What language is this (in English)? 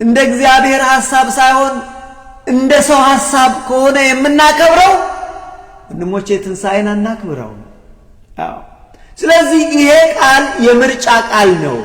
Amharic